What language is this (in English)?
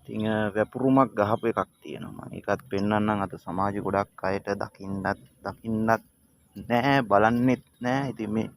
Sinhala